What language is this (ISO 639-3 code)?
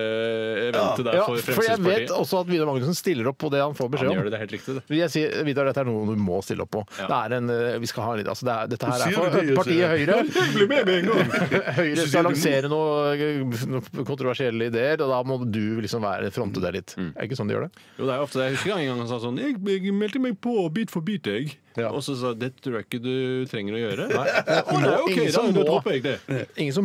nor